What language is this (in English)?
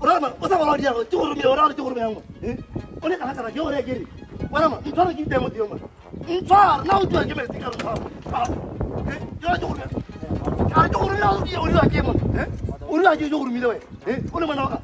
Tswana